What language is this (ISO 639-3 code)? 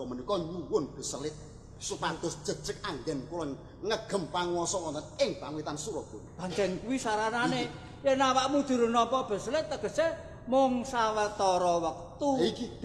jav